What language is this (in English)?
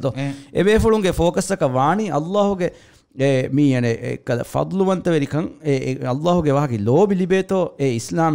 Divehi